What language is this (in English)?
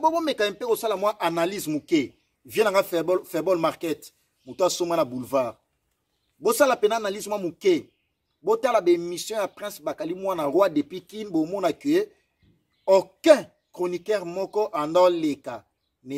Lingala